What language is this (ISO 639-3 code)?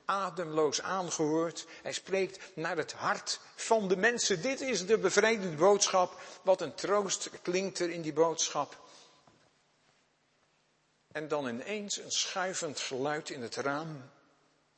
nld